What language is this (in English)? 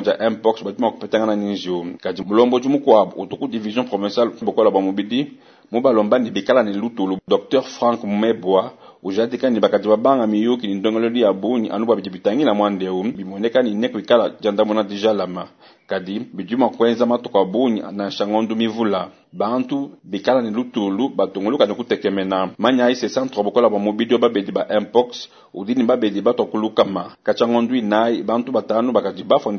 Luba-Lulua